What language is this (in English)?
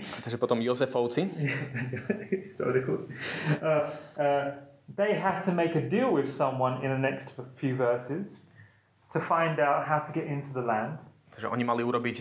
Slovak